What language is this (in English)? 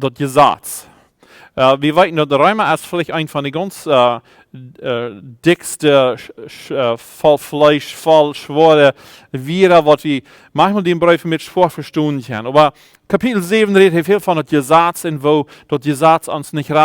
Plautdietsch